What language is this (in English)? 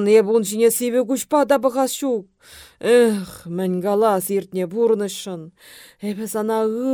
Chuvash